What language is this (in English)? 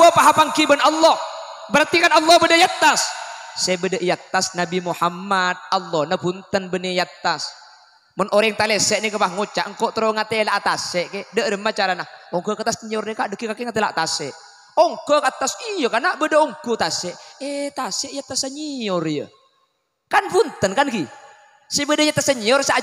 Madurese